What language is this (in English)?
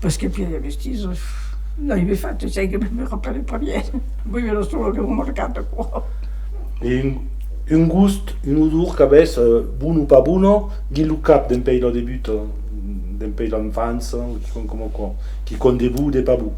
Occitan